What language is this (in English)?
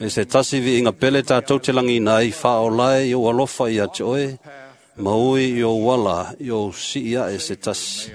Samoan